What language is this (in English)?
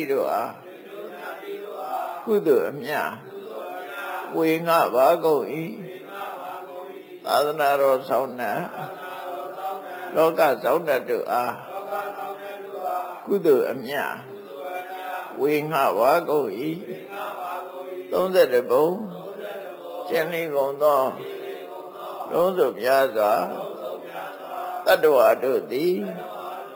Burmese